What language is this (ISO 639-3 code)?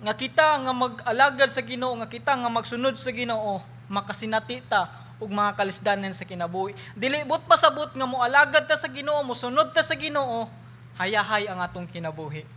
ceb